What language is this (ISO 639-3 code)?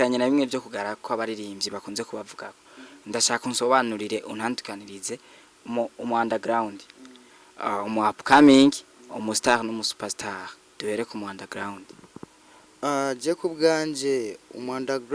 run